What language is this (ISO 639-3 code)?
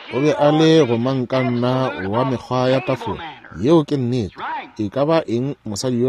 nso